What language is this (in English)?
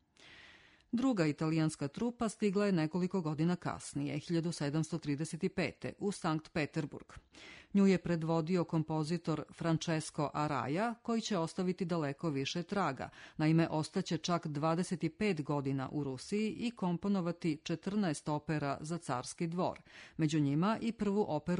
Serbian